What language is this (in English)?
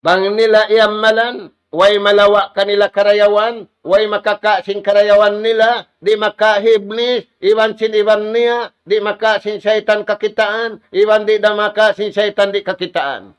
Tausug